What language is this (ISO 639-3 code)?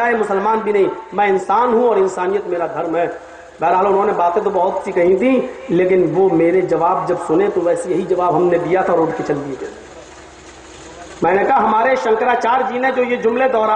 urd